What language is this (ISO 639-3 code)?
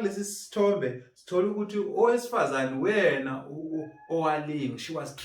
zul